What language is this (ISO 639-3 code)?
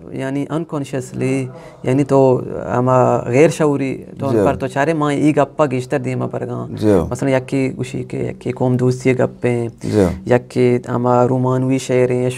bgp